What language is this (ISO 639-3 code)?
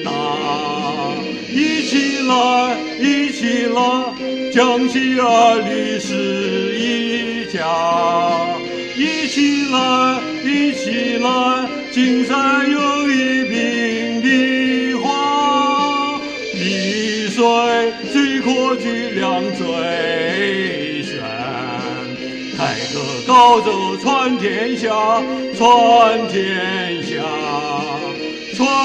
zho